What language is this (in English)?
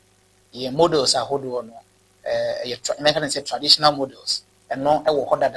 Akan